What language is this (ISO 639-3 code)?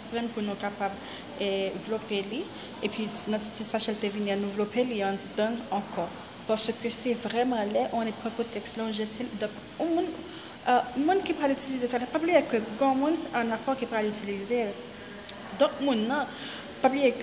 hat